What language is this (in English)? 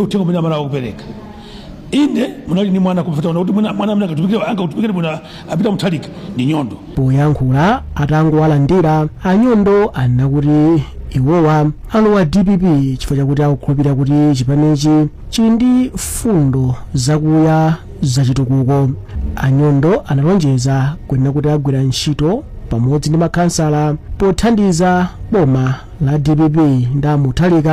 Nyanja